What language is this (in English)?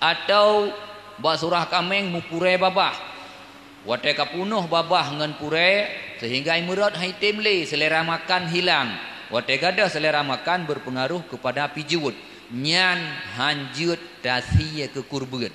Achinese